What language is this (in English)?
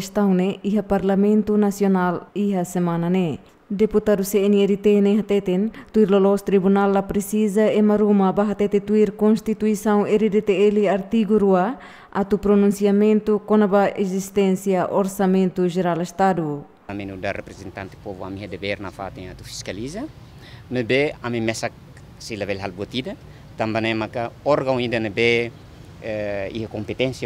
Tetum